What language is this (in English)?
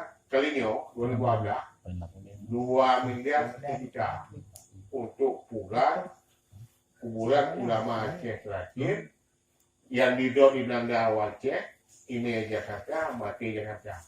Achinese